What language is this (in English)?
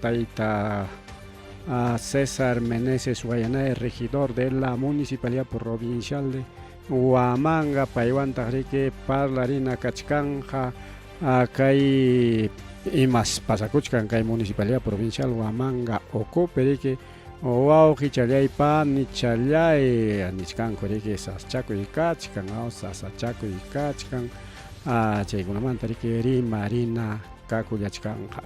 Ayacucho Quechua